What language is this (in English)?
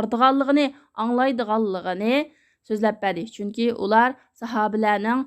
Uyghur